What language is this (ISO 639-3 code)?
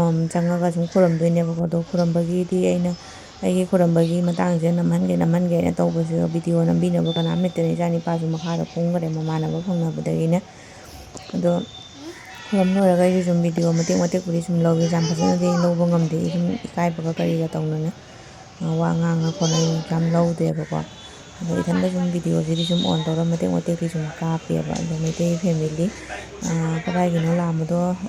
mni